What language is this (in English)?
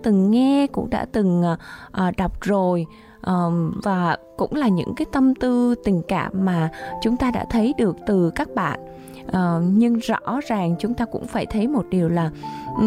Vietnamese